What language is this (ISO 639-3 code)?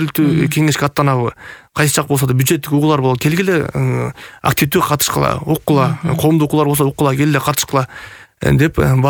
kir